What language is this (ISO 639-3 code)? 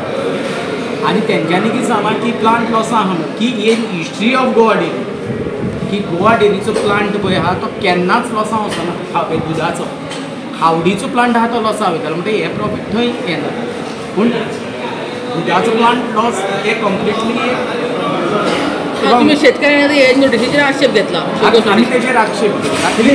kok